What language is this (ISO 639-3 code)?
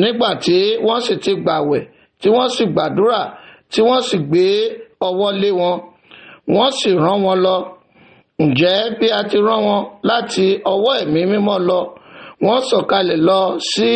yor